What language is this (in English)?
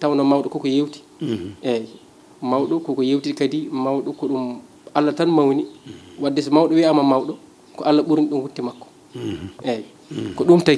Fula